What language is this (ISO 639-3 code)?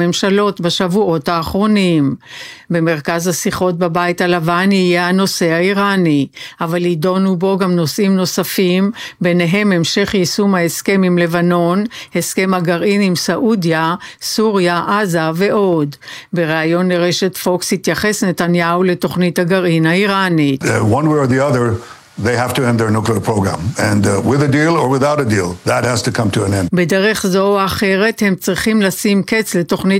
heb